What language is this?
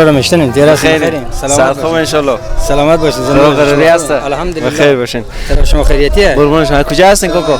Persian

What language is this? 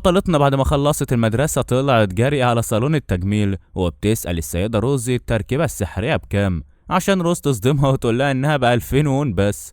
Egyptian Arabic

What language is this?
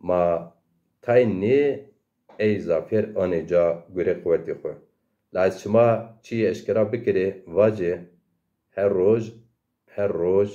Zaza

